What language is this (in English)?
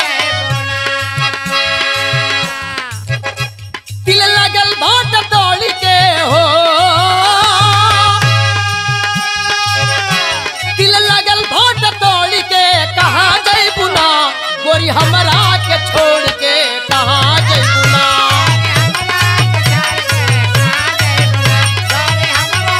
Bhojpuri